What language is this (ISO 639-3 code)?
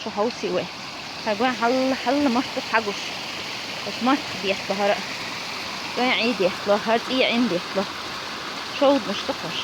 che